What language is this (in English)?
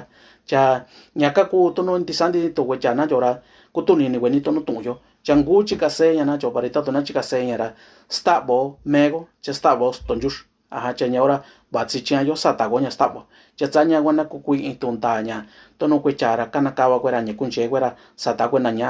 Mixtepec Mixtec